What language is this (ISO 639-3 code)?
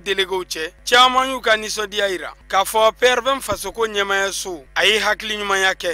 bam